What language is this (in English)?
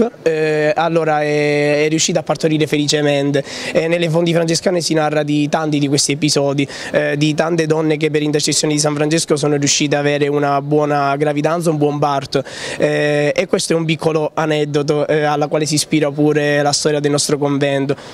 Italian